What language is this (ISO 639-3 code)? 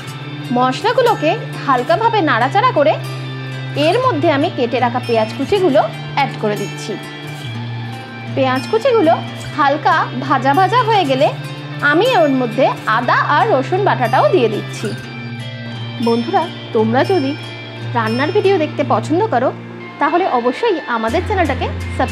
ben